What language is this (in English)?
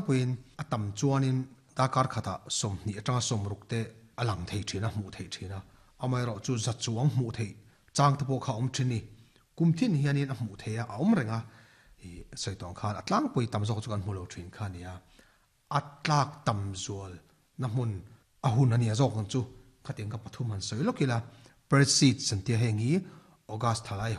Mizo